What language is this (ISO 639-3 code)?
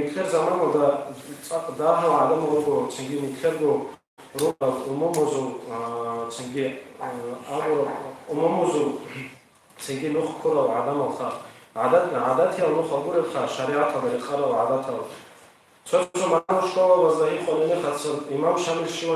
ava